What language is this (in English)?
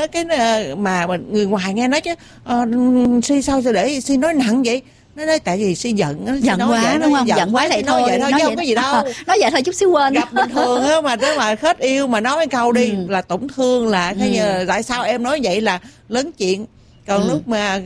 Vietnamese